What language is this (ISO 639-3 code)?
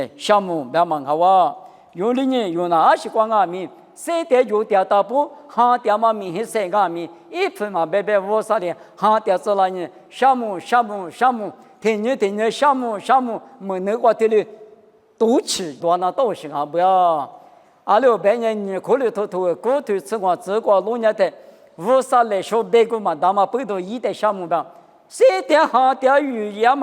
lis